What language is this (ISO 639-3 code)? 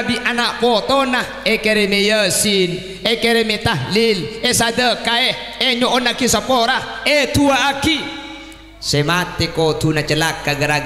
mad